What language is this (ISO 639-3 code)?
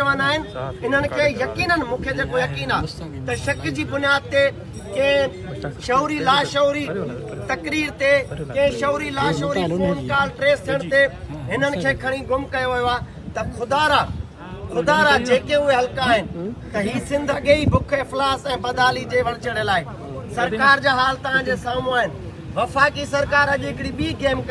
snd